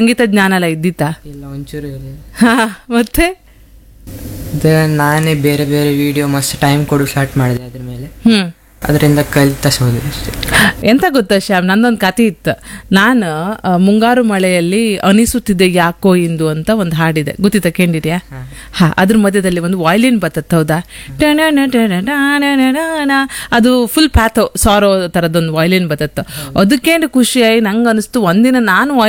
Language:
Kannada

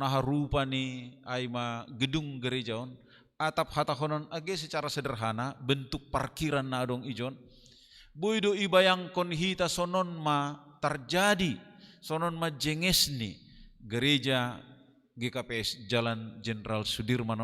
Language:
Batak Simalungun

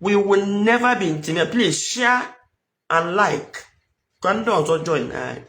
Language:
Igbo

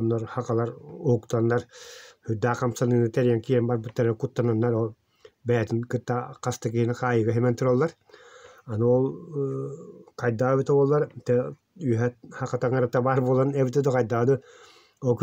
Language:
Yakut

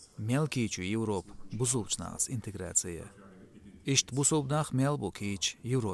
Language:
Chechen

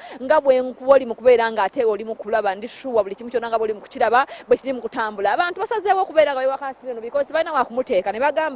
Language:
Ganda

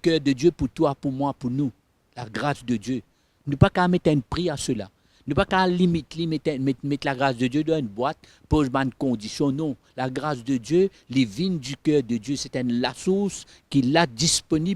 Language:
Morisyen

